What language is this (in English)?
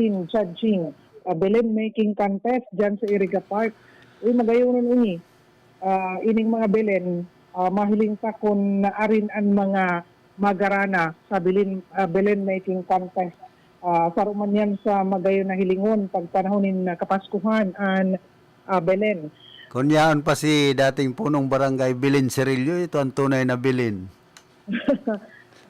Bikol